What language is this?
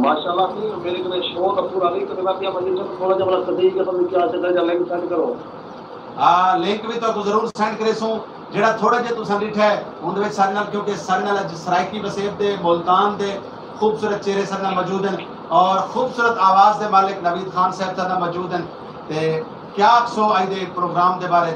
Saraiki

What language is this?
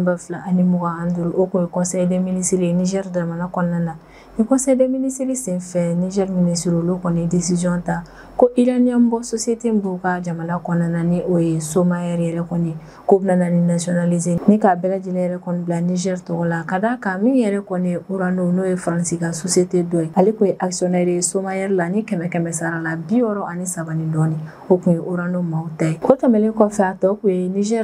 Bambara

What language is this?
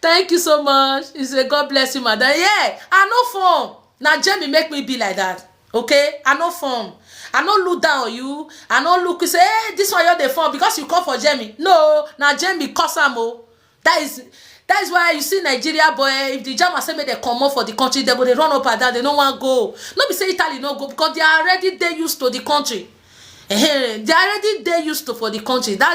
Nigerian Pidgin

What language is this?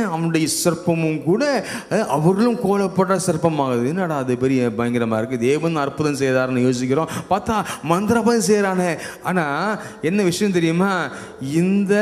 Tamil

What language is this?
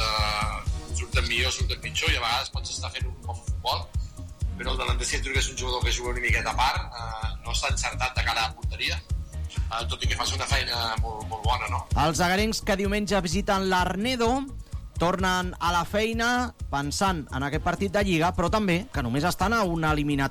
Catalan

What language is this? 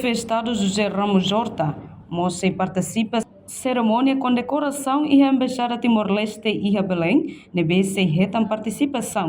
Tetum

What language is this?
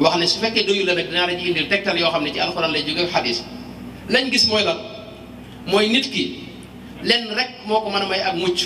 Wolof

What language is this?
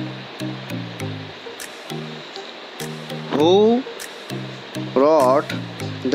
Gujarati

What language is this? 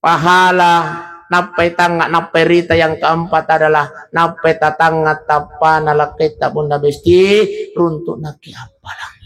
Buginese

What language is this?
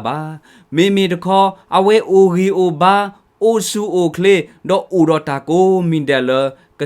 S'gaw Karen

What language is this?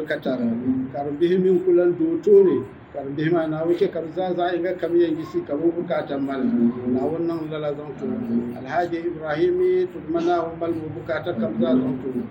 Dagbani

